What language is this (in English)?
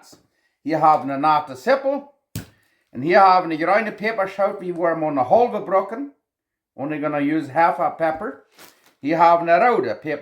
Plautdietsch